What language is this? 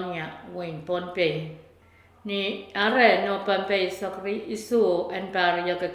Pohnpeian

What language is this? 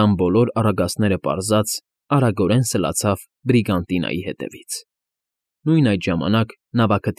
Armenian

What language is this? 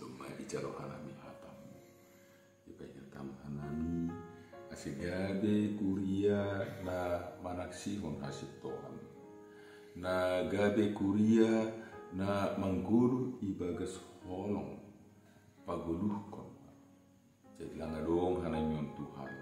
Batak Simalungun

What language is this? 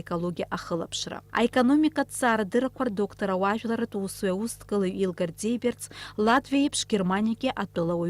Abkhazian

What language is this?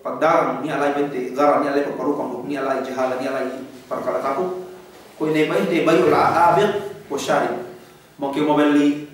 Yakan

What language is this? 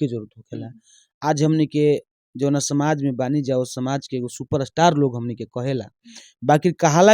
Bhojpuri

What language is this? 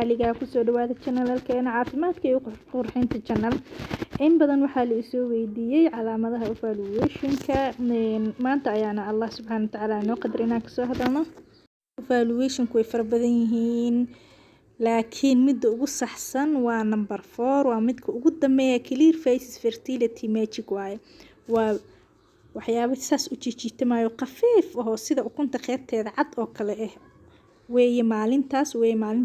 Somali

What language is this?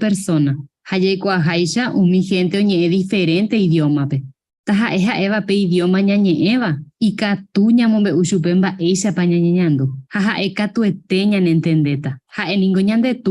Guarani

